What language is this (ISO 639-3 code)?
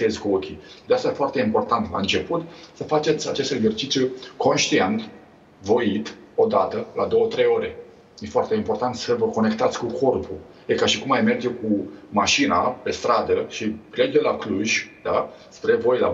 ron